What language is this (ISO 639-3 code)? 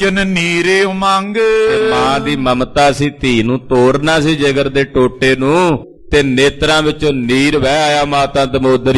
pan